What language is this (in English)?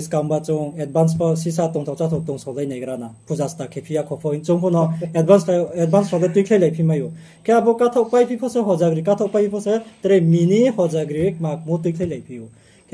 Riang (India)